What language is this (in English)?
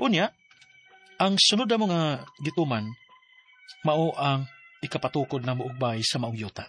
Cebuano